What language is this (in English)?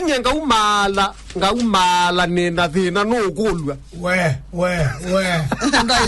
Kamba